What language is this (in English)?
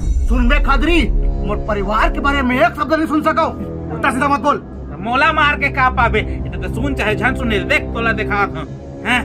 Chhattisgarhi